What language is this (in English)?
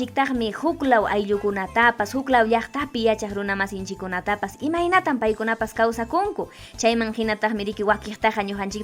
Ayacucho Quechua